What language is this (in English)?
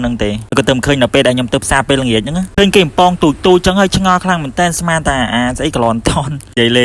Khmer